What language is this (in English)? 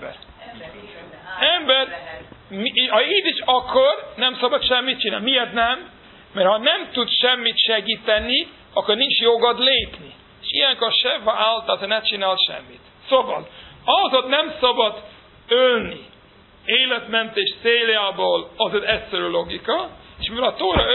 Hungarian